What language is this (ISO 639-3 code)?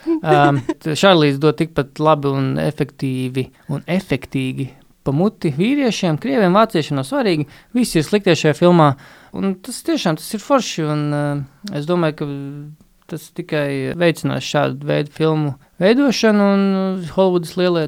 lav